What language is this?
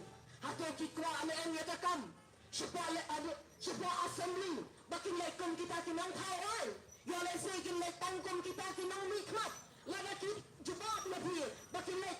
Khasi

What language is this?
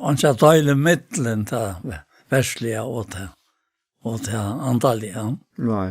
Faroese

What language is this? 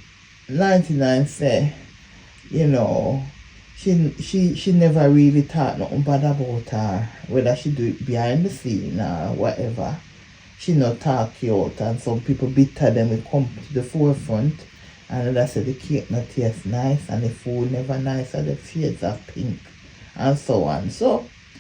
Jamaican Creole English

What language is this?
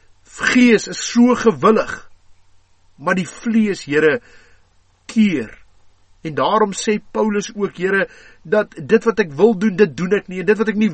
Afrikaans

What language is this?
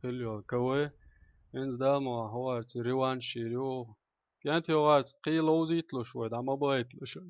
Chechen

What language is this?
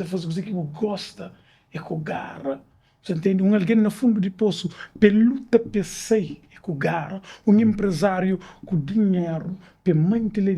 Kabuverdianu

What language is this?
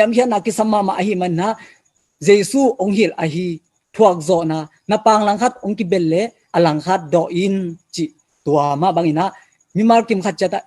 Tedim Chin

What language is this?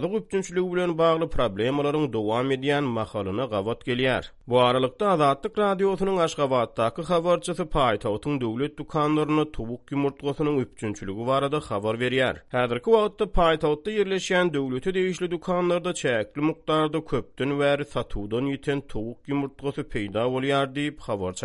Turkmen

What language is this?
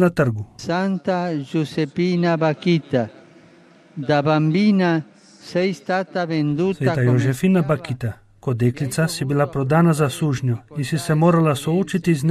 Slovenian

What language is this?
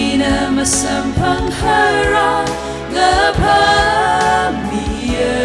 Tangkhul Naga (India)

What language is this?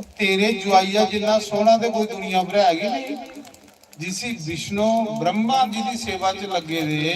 Dogri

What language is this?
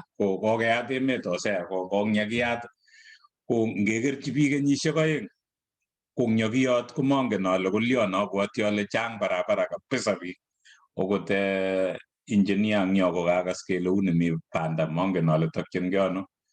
Kalenjin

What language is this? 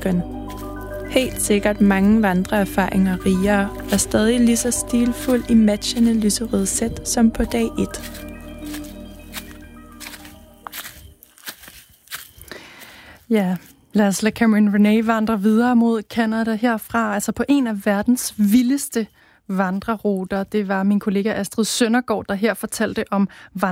Danish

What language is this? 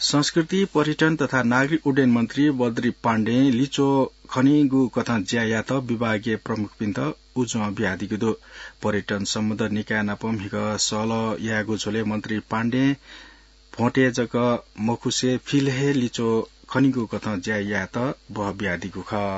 Newari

